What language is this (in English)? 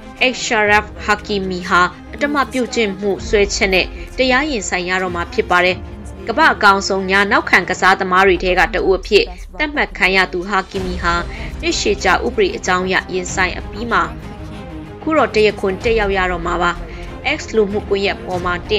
Burmese